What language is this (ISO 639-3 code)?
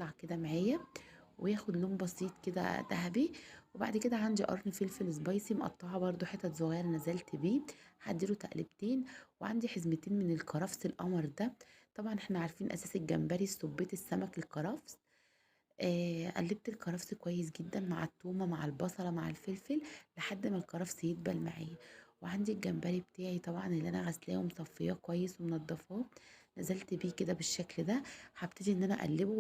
arz